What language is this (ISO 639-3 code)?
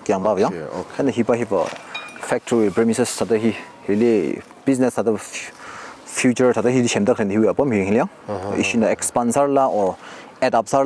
nmf